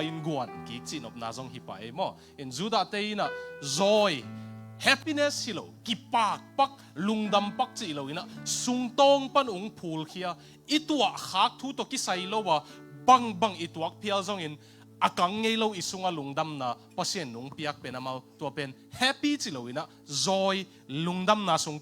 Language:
Tedim Chin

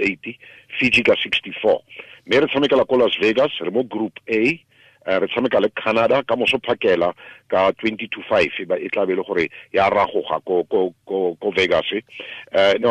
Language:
Tswana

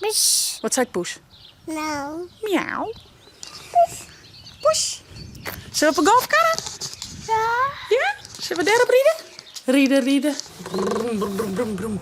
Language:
Western Frisian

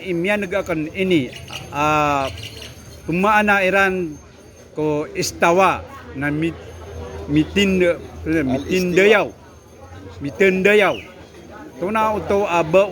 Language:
Maranao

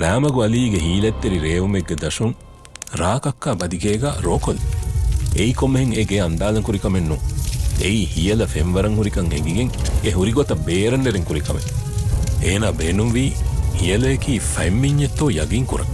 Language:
Divehi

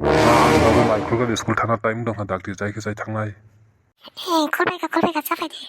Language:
Kok Borok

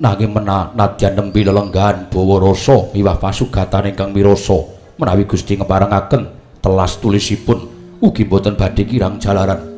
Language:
Javanese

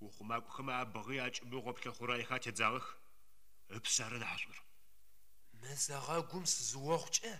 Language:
Adyghe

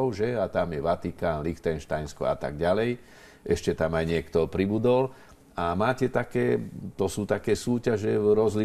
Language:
Slovak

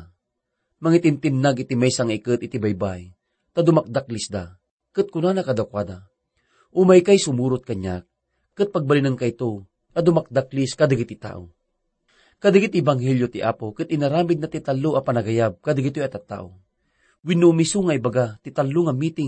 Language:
Iloko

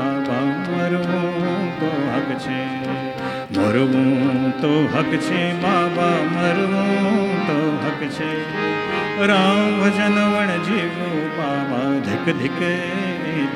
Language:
Gujarati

